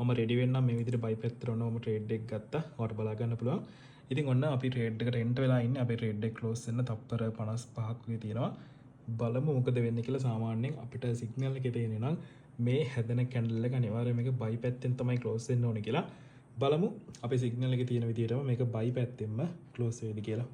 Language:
Sinhala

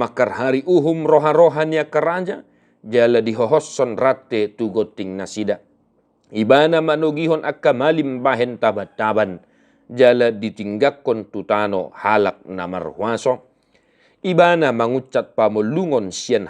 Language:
Batak Toba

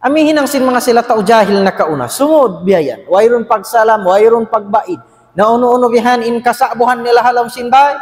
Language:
Tausug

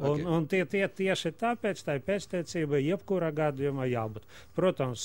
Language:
Latvian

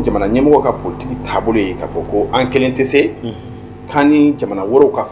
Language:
Bambara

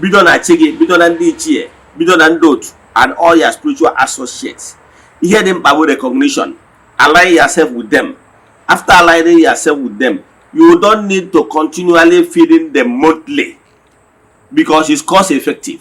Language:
Igbo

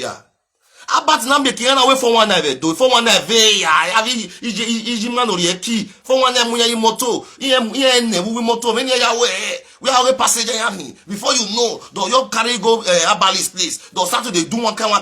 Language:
Nigerian Pidgin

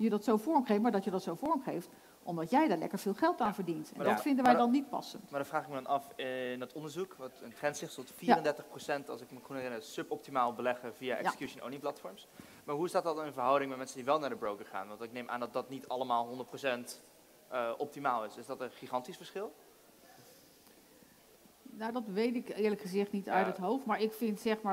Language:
Dutch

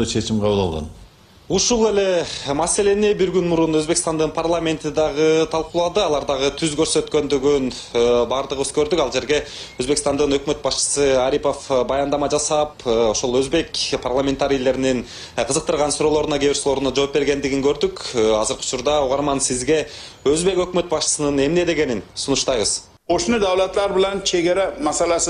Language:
Kyrgyz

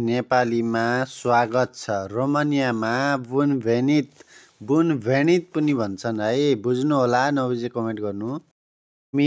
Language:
Nepali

